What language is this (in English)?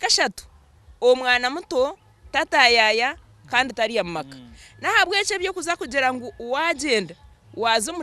Nyankole